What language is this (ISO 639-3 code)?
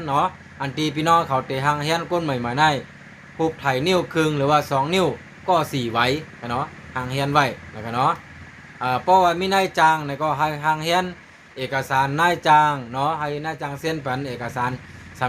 shn